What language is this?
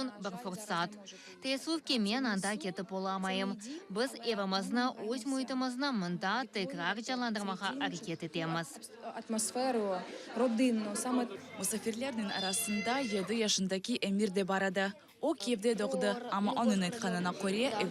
Crimean Tatar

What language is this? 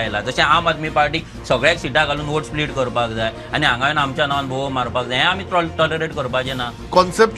Konkani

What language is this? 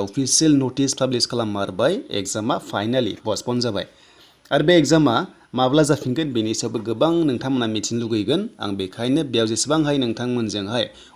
Bodo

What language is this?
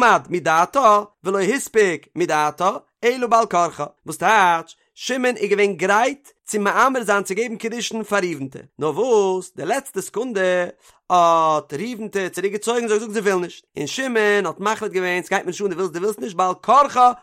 Yiddish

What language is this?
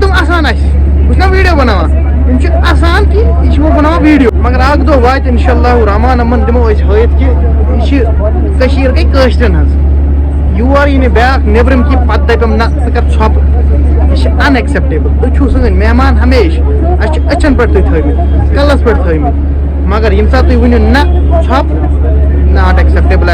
Kashmiri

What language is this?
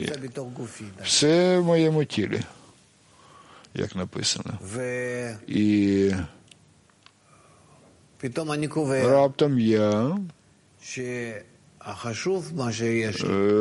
Ukrainian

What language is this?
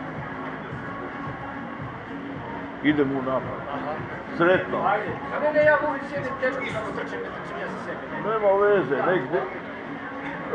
Croatian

